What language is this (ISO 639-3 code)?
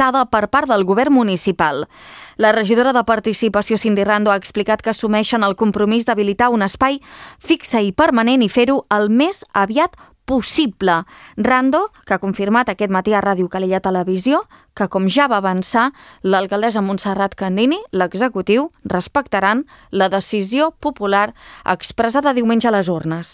cat